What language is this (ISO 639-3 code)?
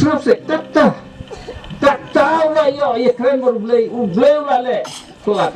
kha